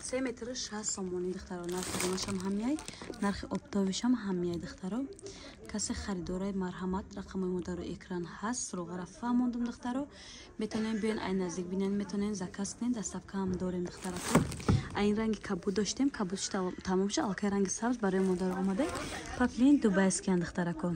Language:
Tajik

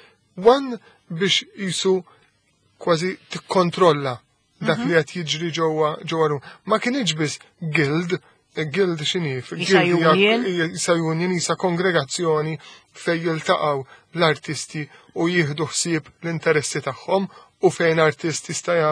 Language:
Maltese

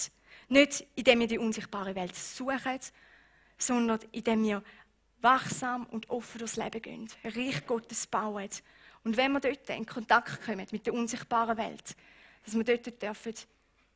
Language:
Swiss German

